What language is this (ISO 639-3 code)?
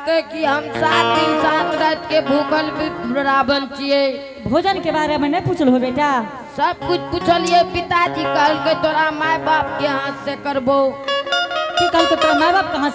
anp